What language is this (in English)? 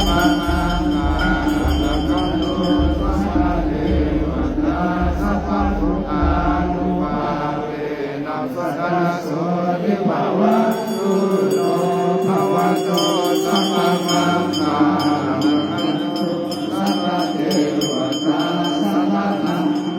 Pali